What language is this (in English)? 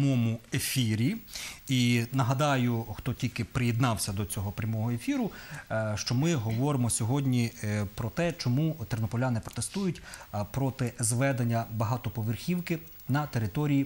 Ukrainian